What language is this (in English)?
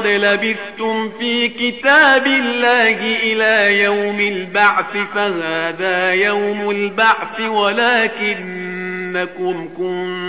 Arabic